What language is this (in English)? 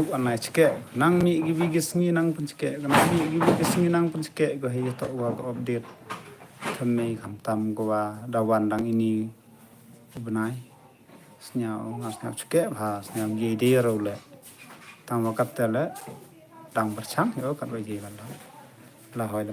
Khasi